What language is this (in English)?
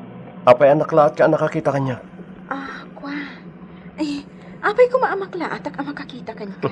Iloko